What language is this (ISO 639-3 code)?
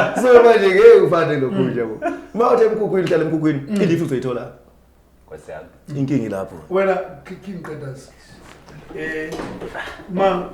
zul